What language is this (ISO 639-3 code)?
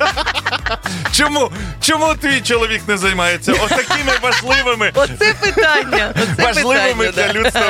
ukr